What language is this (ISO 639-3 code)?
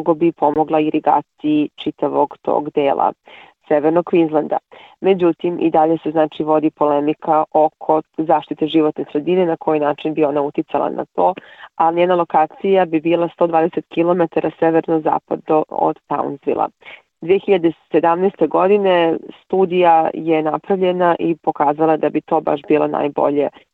srp